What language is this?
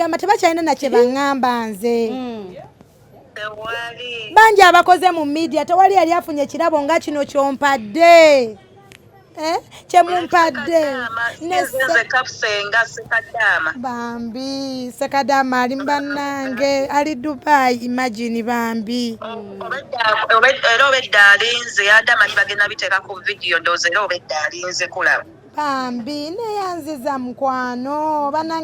Ganda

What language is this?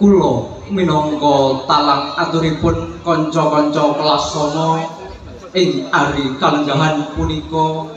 Javanese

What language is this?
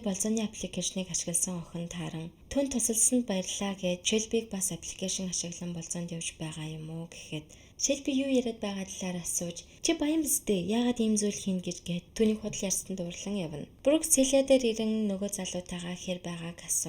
Mongolian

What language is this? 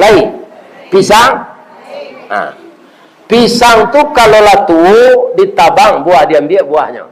Minangkabau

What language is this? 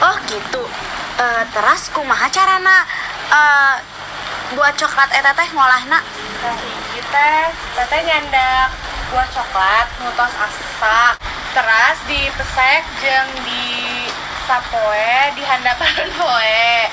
Sundanese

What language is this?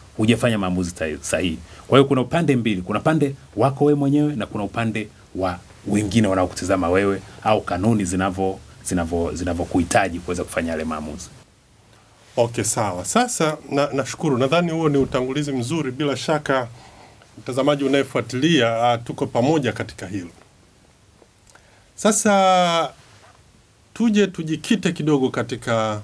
Swahili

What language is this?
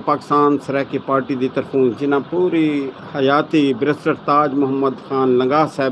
Saraiki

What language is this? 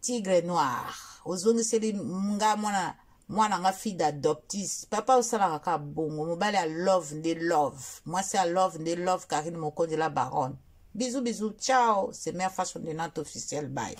Lingala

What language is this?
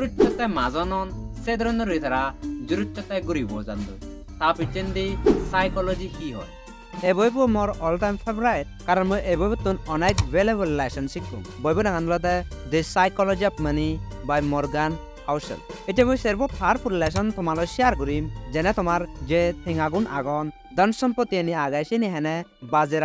Chakma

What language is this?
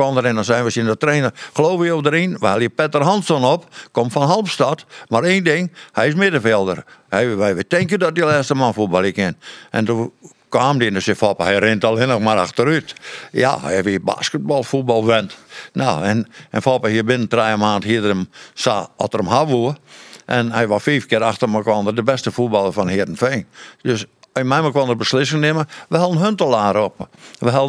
Western Frisian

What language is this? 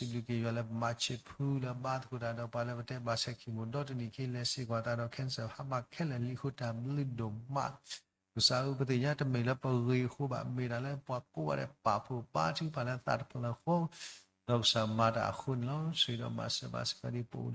S'gaw Karen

